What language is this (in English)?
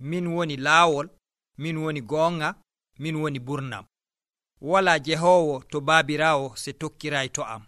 Nigerian Fulfulde